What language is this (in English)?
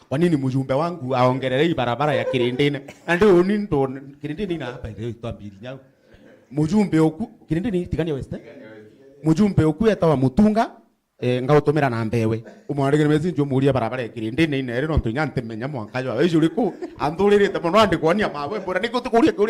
Meru